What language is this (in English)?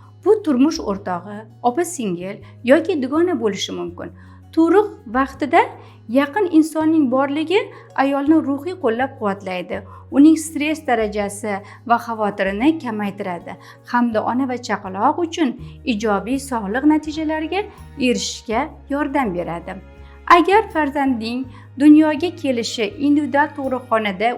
Uzbek